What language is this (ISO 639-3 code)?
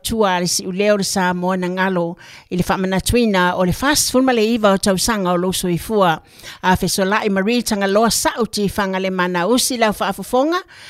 smo